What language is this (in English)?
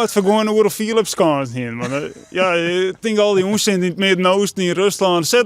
Western Frisian